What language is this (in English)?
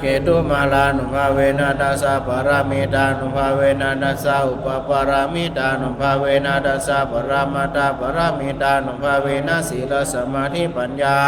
Pali